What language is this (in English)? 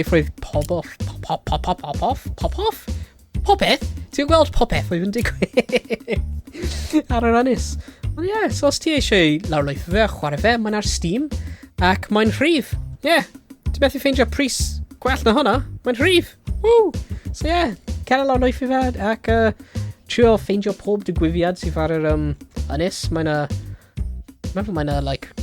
Welsh